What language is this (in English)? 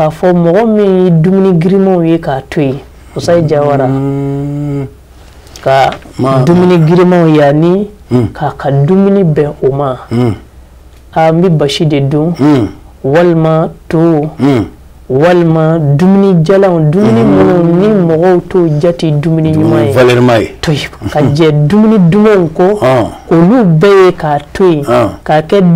Bambara